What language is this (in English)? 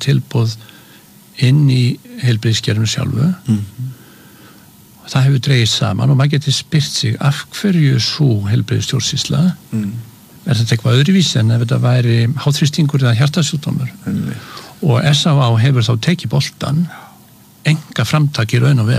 Icelandic